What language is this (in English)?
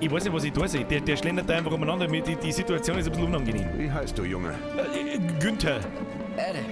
Bavarian